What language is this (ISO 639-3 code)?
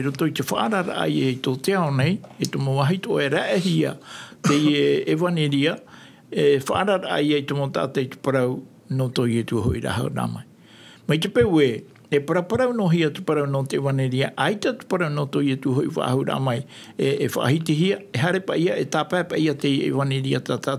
tah